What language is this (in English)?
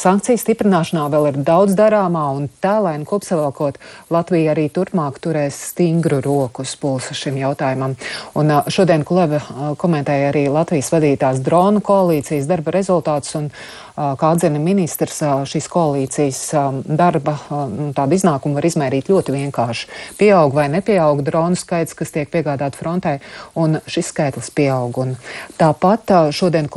Latvian